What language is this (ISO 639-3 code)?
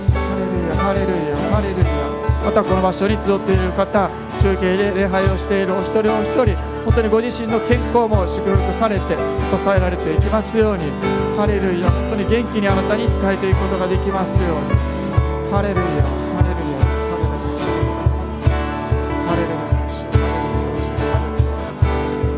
jpn